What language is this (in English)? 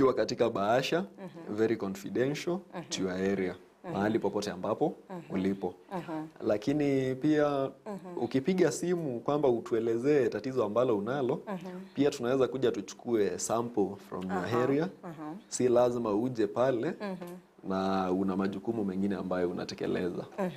Gusii